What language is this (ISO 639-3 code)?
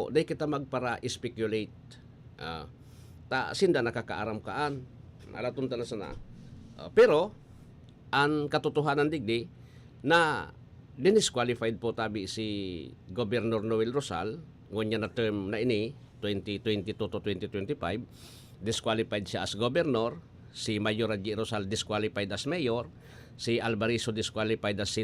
bik